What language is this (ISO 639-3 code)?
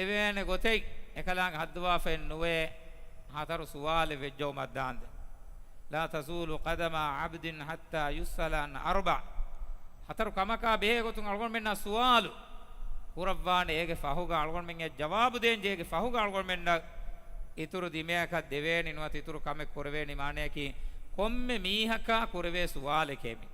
div